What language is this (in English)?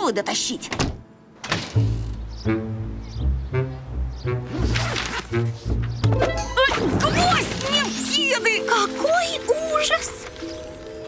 Russian